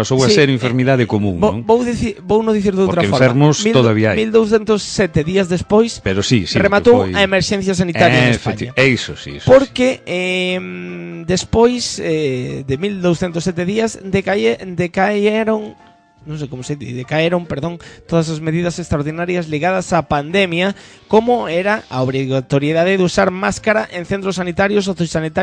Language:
Galician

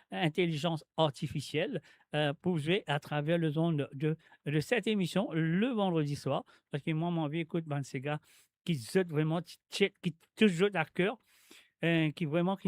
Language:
Morisyen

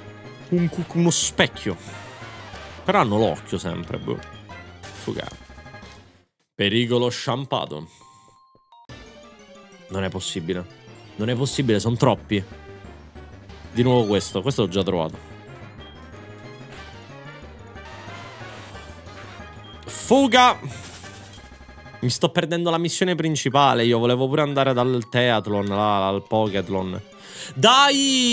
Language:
Italian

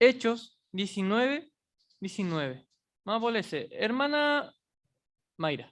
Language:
Guarani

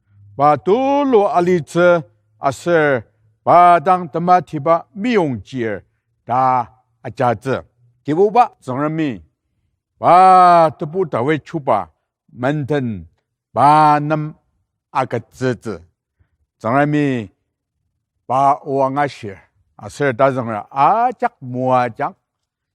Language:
Ao Naga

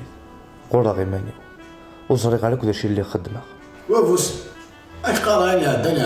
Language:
Kabyle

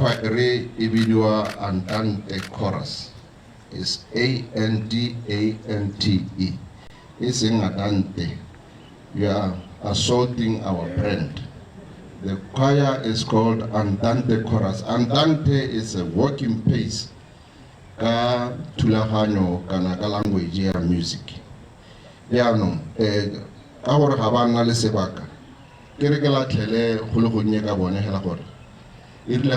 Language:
Tswana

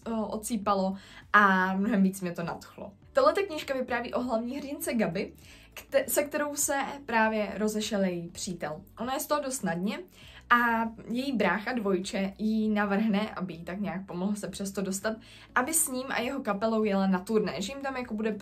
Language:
Czech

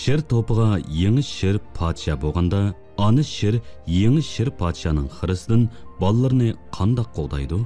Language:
Uyghur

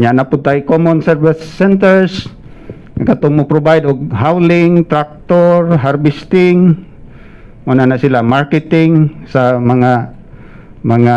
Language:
Cebuano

